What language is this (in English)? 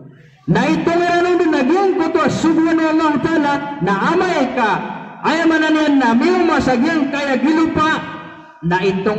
Maranao